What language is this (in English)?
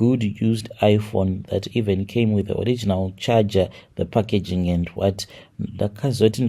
Shona